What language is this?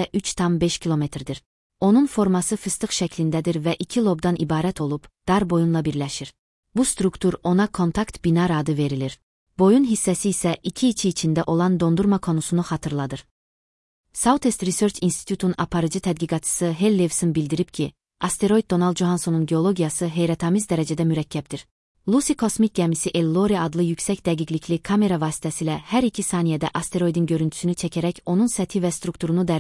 Azerbaijani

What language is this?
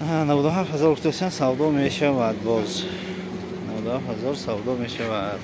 Tajik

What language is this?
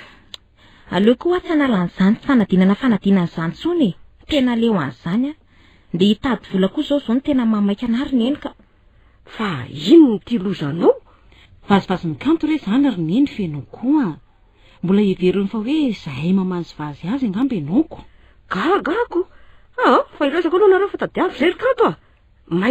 Malagasy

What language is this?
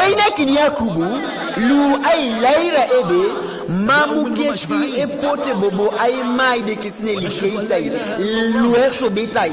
Teso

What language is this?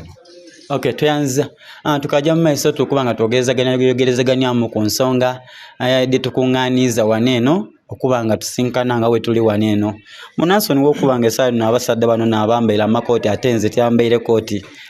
Soga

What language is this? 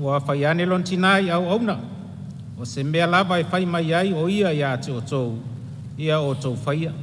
Samoan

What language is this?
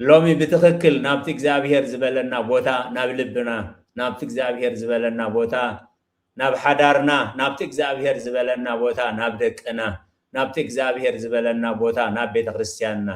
Tigrinya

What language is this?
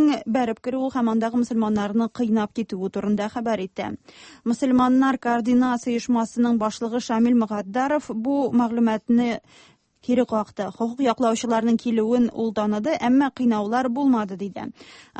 Tatar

